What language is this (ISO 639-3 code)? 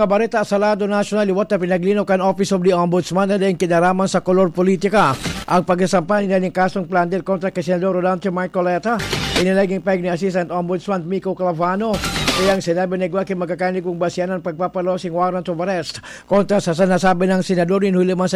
bik